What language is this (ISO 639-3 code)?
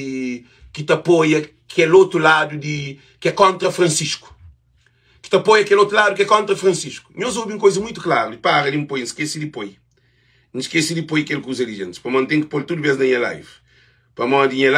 kea